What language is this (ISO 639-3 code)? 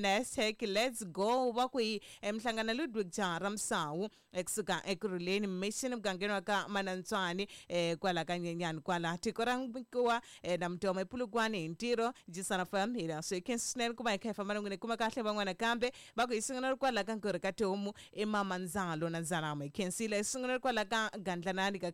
tso